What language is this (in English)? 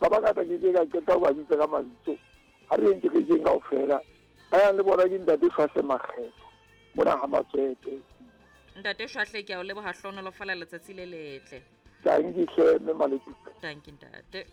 Southern Sotho